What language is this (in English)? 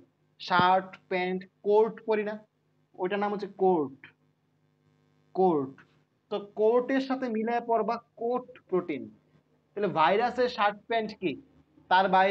Bangla